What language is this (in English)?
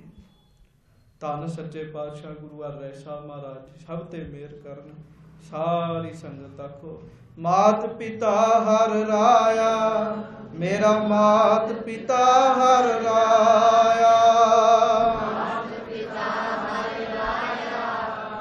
Punjabi